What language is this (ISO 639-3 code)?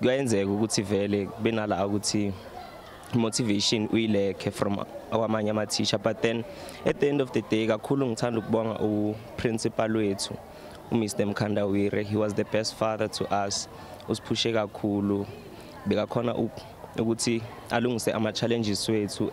zul